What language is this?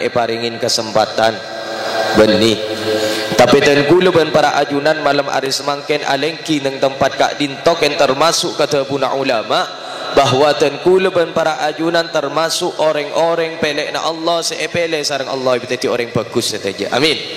Madurese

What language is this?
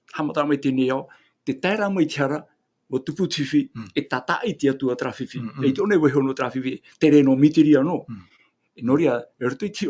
Tahitian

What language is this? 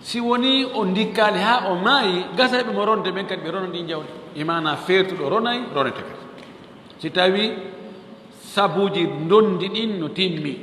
Fula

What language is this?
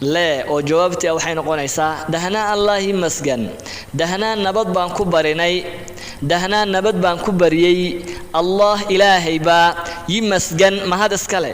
Somali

